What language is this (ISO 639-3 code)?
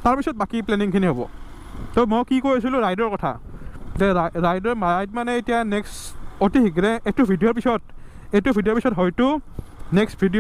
asm